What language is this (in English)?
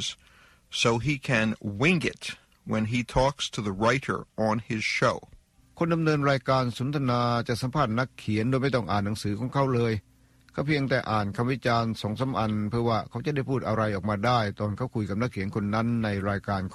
Thai